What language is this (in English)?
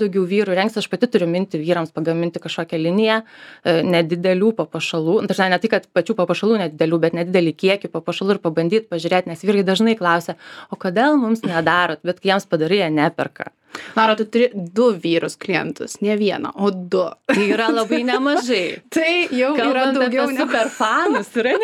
Lithuanian